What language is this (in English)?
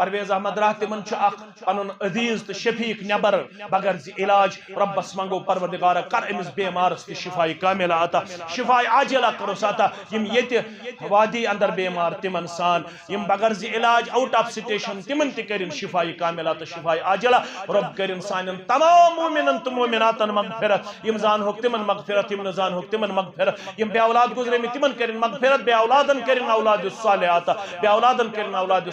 Kashmiri